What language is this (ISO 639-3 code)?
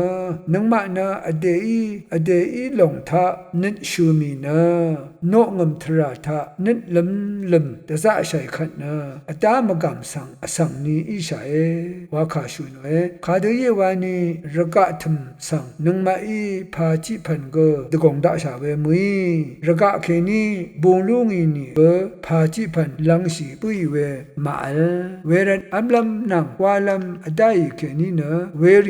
raw